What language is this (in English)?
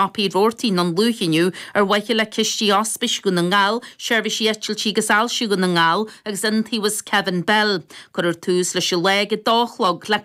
Irish